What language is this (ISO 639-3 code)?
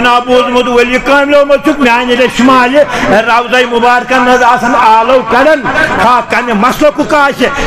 kas